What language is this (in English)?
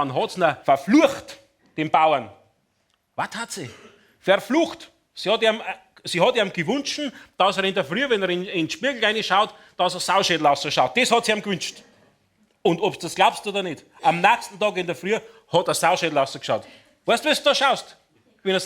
Bavarian